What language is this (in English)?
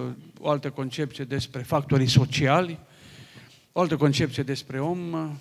Romanian